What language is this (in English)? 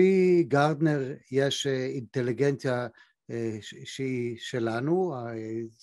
Hebrew